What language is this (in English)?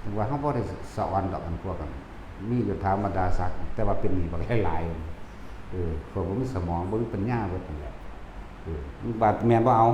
Lao